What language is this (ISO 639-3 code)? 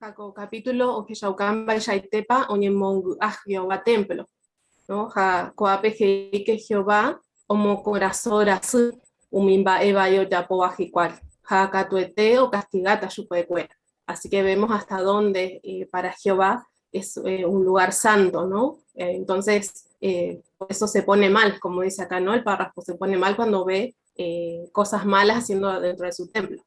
grn